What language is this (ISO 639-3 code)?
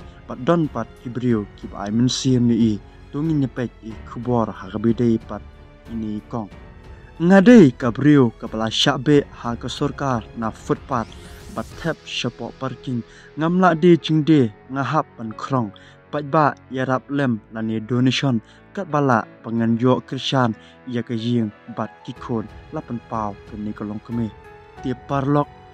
kha